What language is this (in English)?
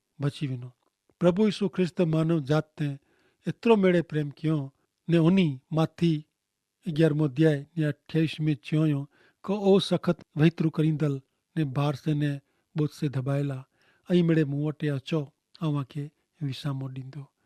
Kachhi